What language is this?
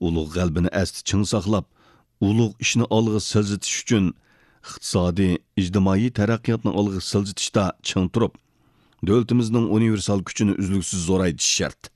Uyghur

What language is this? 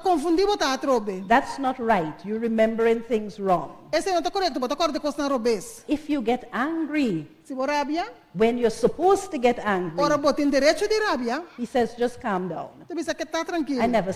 Papiamento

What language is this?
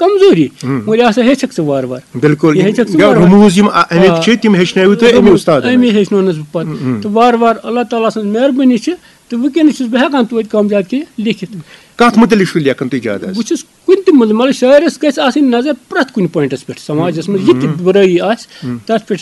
Kashmiri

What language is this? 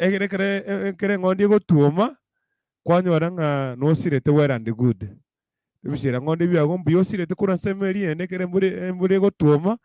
Gusii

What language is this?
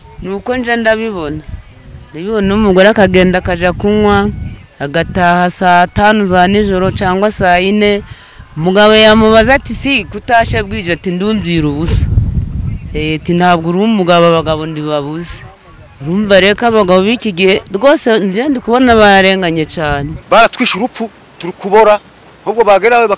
Kinyarwanda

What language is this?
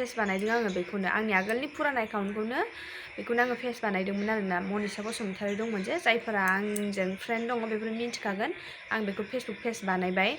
Bodo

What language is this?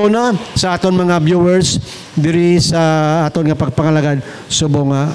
Hiligaynon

